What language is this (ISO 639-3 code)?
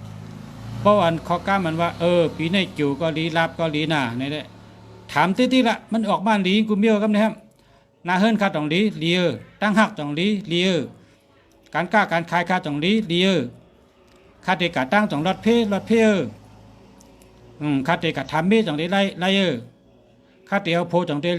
shn